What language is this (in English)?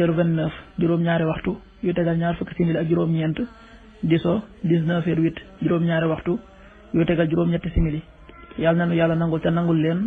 Wolof